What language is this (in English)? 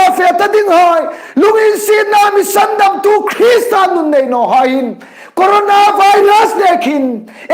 Hmar